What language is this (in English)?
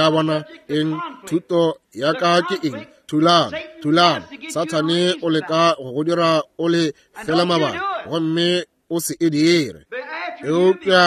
Northern Sotho